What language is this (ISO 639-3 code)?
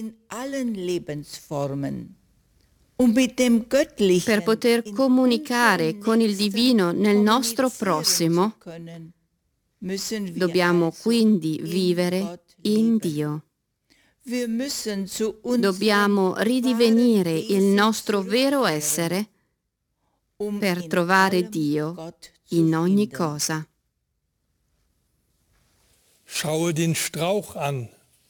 ita